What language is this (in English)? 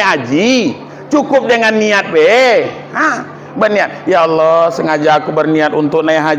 Minangkabau